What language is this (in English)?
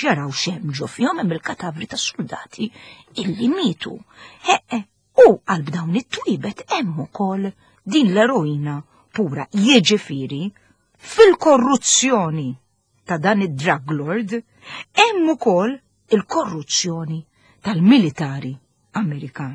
Maltese